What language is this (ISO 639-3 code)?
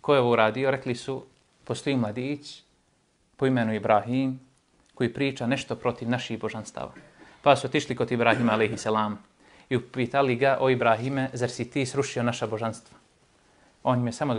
bos